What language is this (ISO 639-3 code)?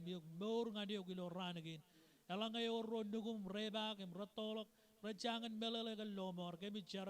mah